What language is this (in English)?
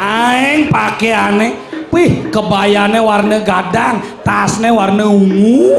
Balinese